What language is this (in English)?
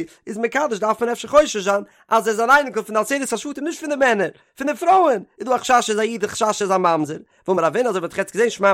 Yiddish